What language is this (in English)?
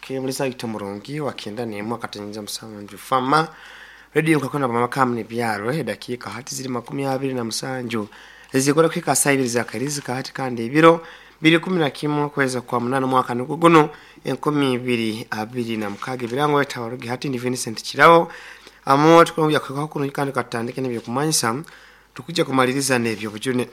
Nyoro